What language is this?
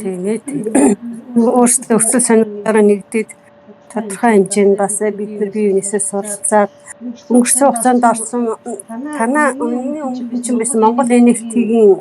Mongolian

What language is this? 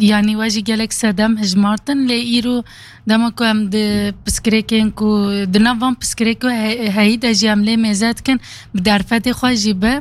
Kurdish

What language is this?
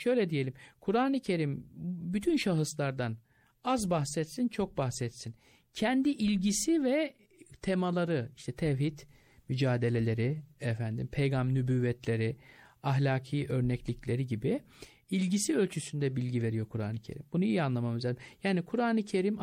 Turkish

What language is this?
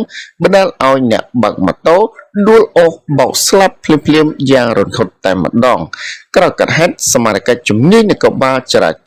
Khmer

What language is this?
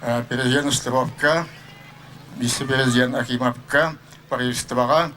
Yakut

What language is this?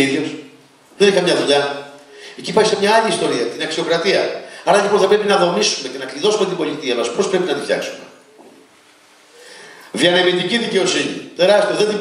Greek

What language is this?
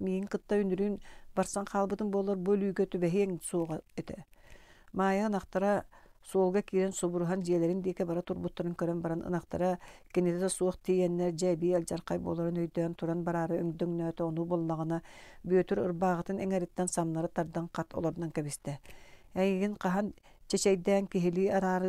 Yakut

